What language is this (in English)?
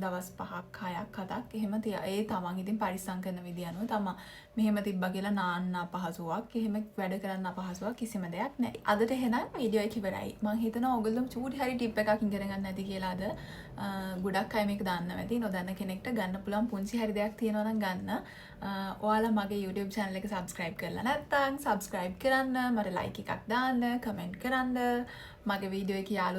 Sinhala